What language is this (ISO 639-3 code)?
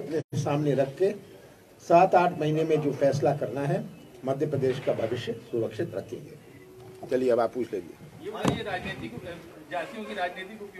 hin